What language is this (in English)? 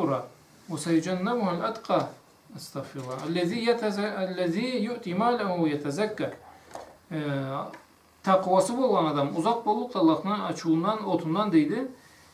Karachay-Balkar